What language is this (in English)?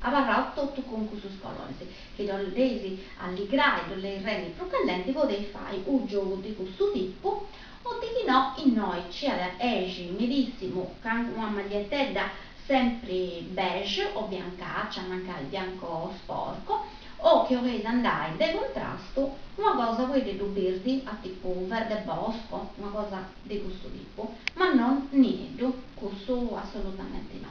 Sardinian